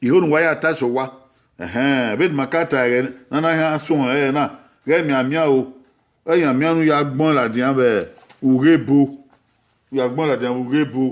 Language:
Bini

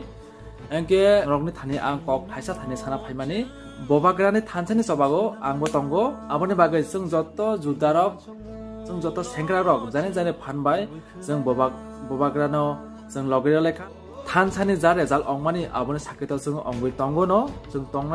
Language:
Kok Borok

